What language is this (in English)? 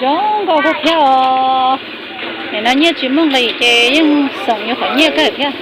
Hmong